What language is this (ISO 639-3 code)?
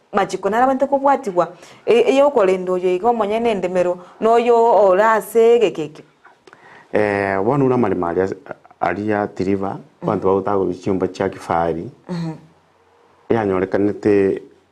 guz